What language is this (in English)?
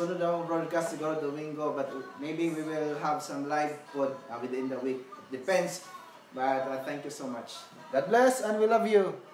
Cebuano